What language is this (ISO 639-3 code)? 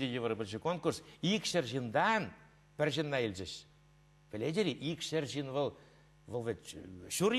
chv